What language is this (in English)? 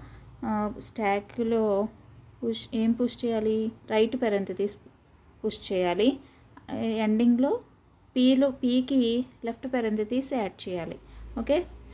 Telugu